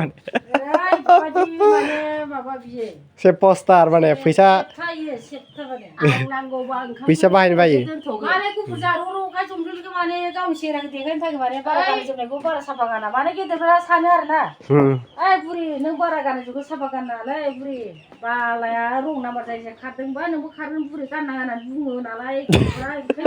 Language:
Bodo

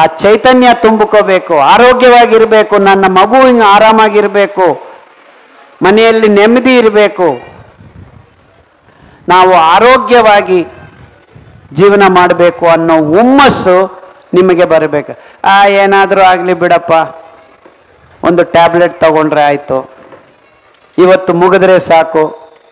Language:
Kannada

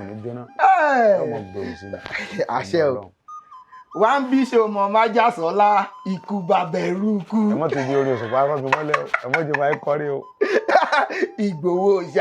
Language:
Yoruba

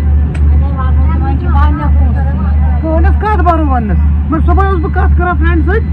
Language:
Kashmiri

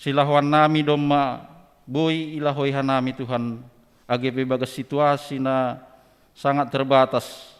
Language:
Batak Simalungun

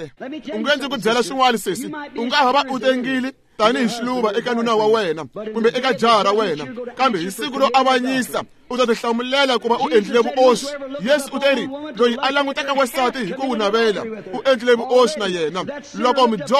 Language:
Tsonga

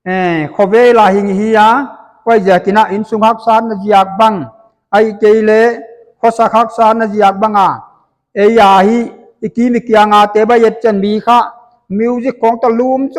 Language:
Paite Chin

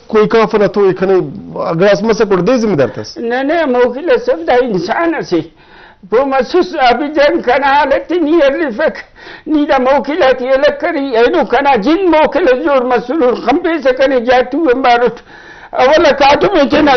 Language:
Brahui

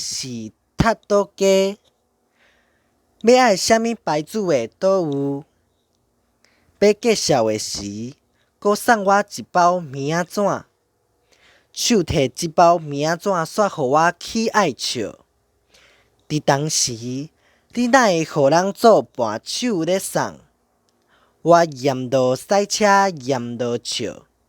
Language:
Min Nan Chinese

